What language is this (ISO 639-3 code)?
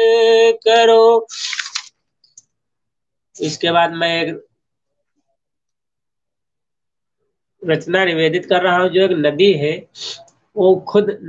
hin